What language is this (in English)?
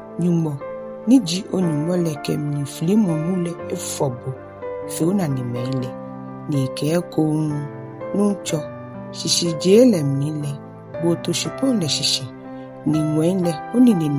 Ga